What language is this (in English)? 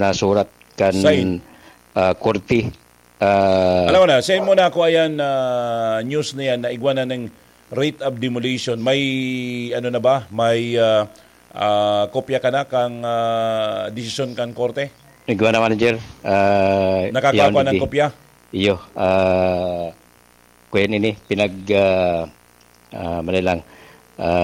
Bikol